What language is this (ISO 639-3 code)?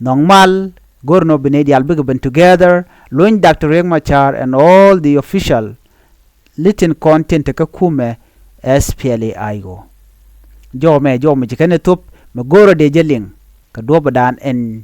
nus